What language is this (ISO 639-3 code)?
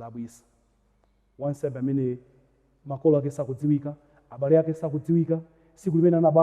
nya